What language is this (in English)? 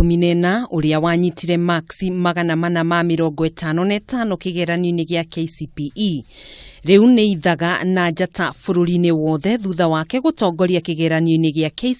Kikuyu